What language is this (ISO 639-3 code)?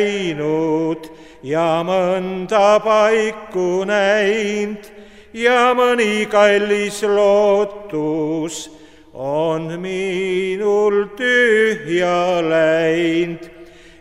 est